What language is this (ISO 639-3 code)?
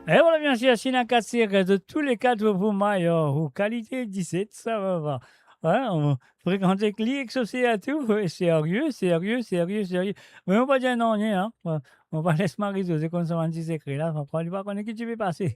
mfe